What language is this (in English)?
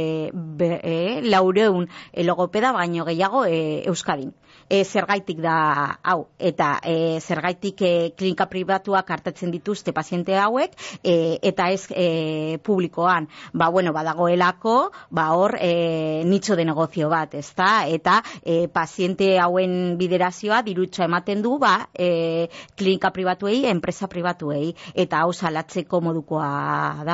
Basque